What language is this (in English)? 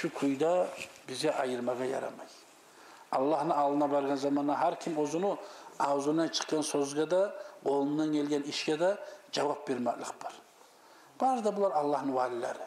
Kumyk